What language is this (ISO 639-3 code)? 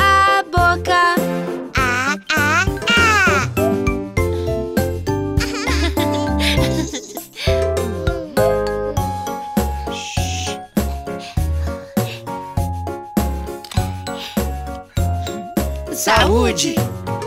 por